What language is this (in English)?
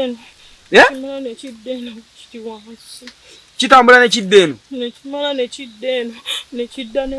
Ganda